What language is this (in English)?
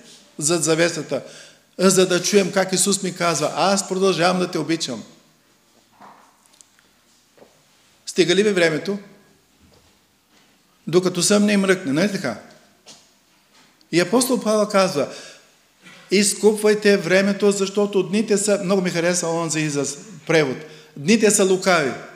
Bulgarian